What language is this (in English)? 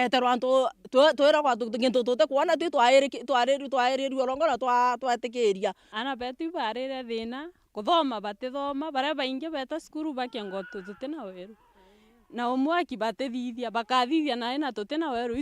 Meru